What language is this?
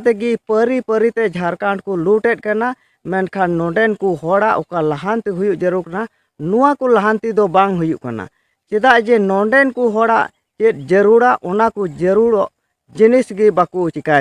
Santali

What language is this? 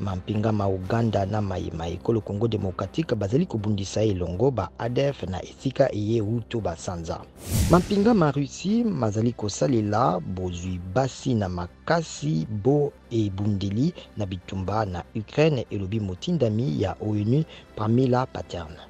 Lingala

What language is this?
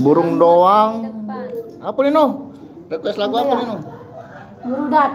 Sasak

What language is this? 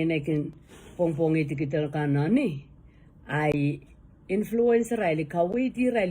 Pohnpeian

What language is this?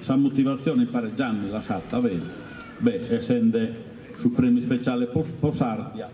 Sardinian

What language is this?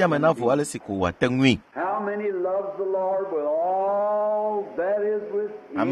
Ewe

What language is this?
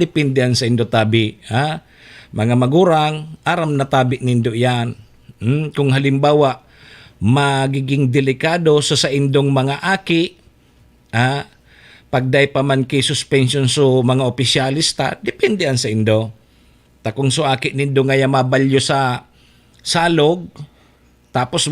Bikol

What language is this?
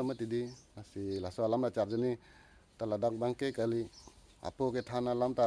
Karbi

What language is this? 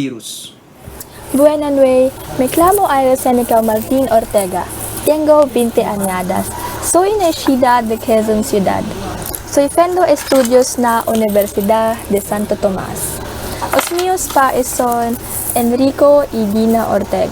Aragonese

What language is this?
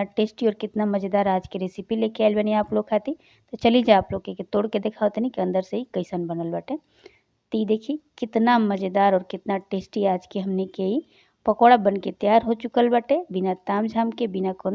Bhojpuri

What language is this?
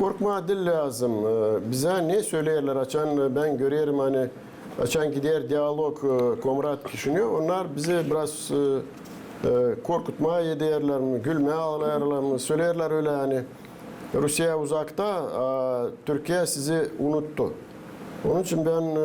Gagauz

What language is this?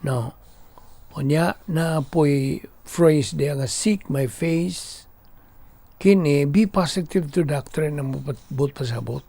Cebuano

